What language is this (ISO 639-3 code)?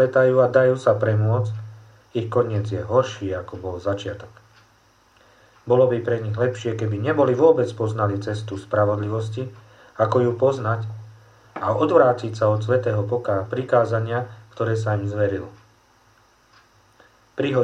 slk